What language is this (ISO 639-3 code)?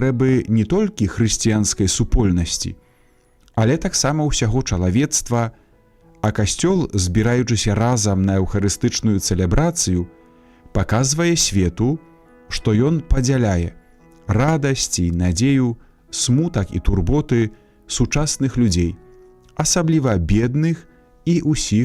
bel